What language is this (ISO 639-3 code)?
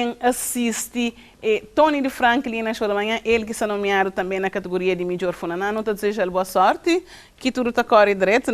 kea